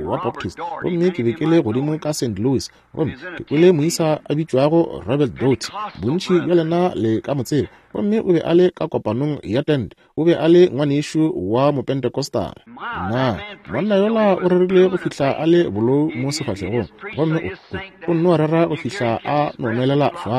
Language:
Northern Sotho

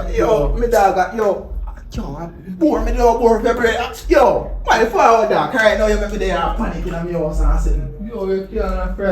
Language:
Jamaican Creole English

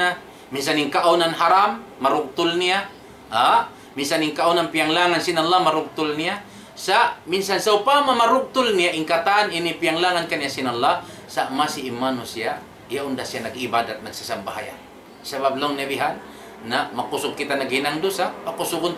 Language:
Tausug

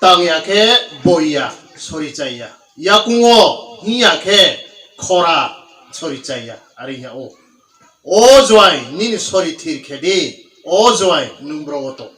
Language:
Riang (India)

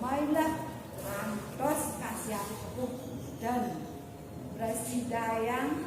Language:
Balinese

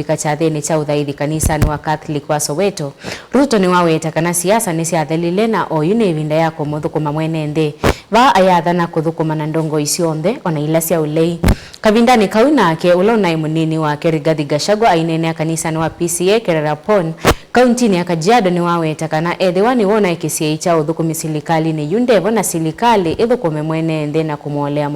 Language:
Kamba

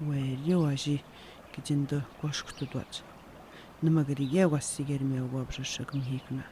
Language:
Atikamekw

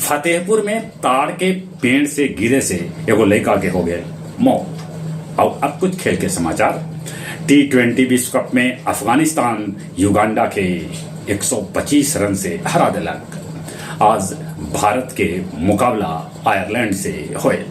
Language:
Magahi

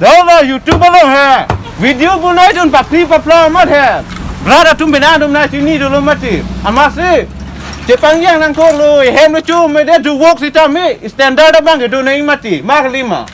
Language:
Karbi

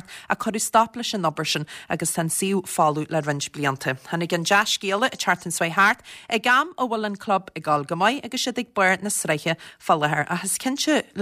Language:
Irish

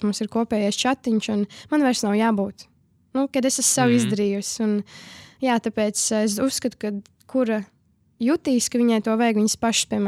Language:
Latvian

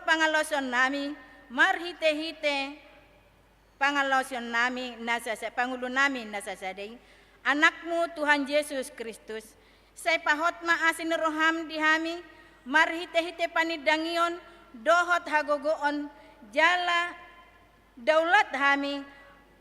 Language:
Batak Toba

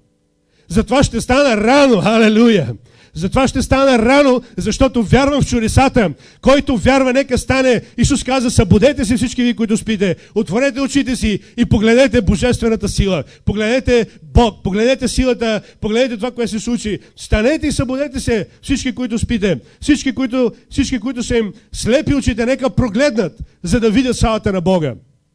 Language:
Bulgarian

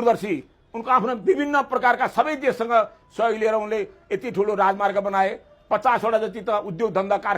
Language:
Nepali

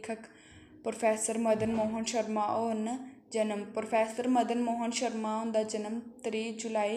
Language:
Dogri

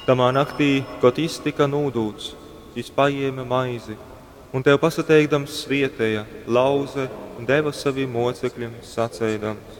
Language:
Latgalian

